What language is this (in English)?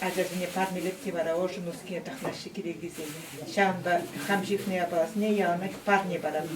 Chuvash